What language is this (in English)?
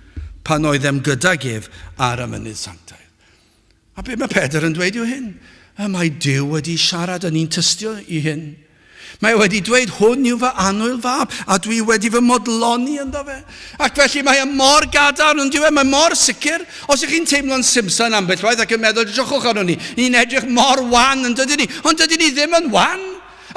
Welsh